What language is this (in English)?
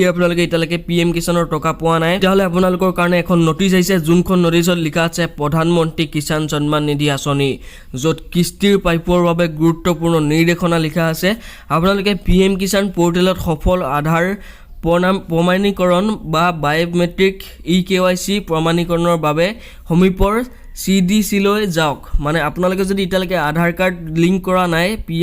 Assamese